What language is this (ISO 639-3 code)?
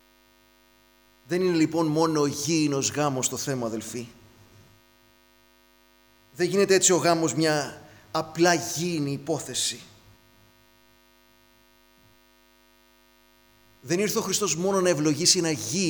ell